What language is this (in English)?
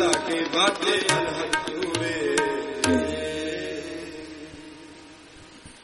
Punjabi